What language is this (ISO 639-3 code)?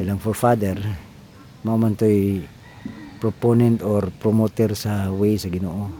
ceb